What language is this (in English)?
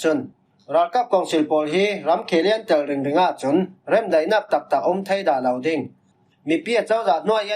Falam Chin